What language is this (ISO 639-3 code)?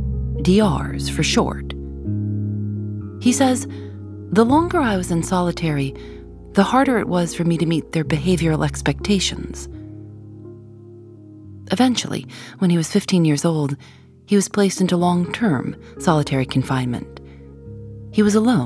eng